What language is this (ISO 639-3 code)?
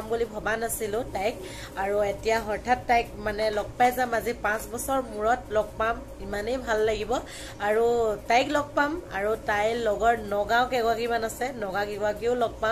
asm